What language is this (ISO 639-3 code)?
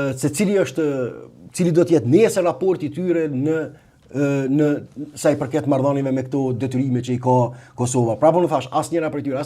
sqi